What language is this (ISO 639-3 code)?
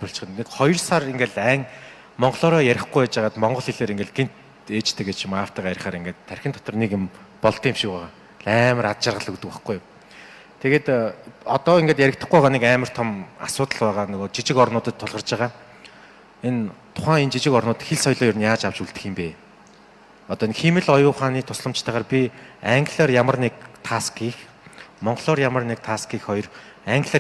mon